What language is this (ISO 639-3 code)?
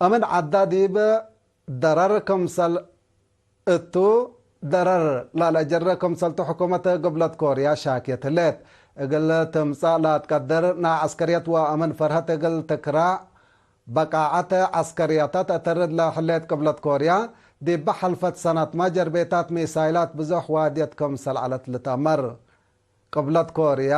tig